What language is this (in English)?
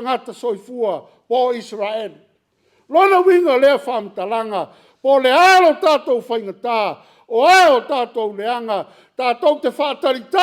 Samoan